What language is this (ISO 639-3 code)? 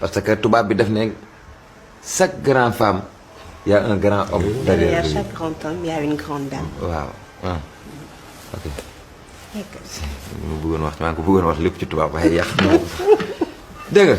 wol